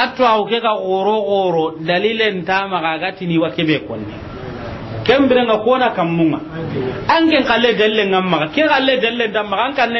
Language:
Soninke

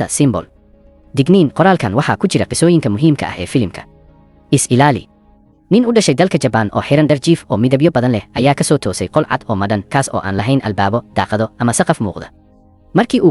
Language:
Somali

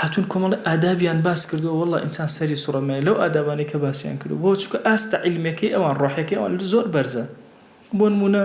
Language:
Central Kurdish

